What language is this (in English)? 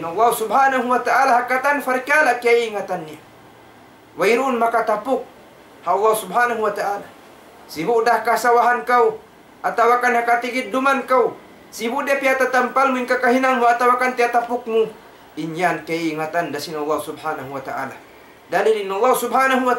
Tausug